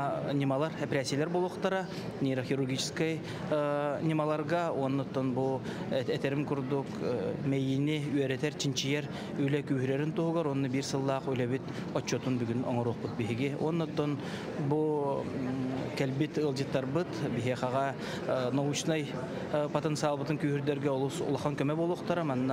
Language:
Yakut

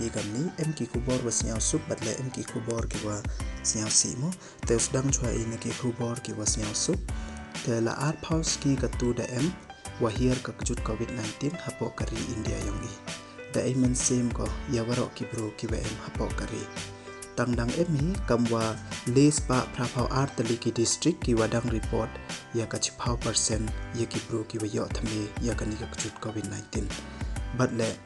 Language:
Pnar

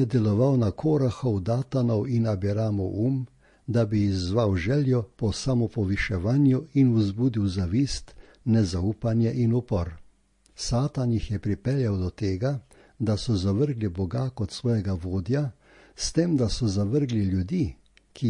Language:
Slovenian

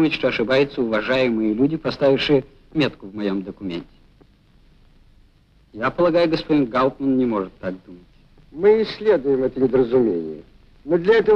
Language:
Russian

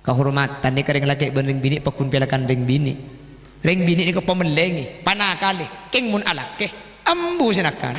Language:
Madurese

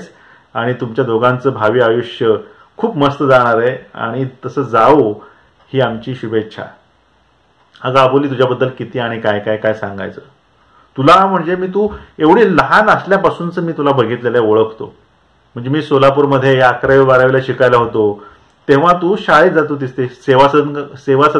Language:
Marathi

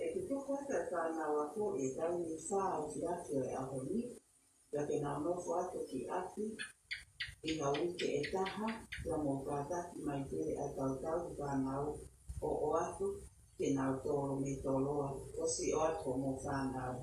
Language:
Tongan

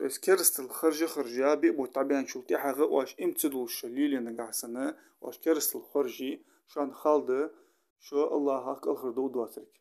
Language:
Ingush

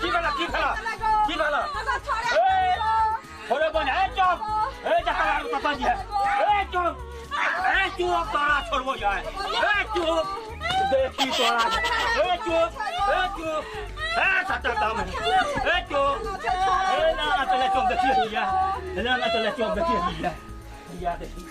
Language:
Maithili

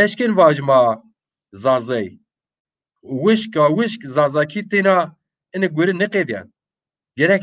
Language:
Zaza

